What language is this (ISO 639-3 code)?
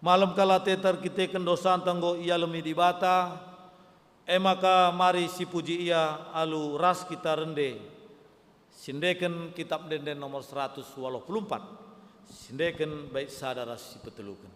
btx